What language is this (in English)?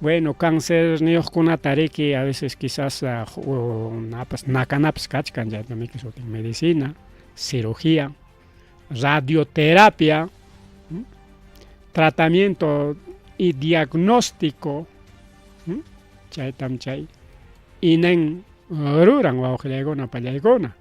Ayacucho Quechua